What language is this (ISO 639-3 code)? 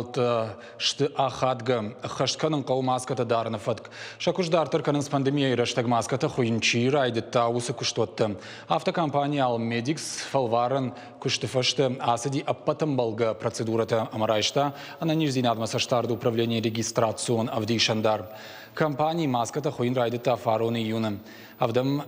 oss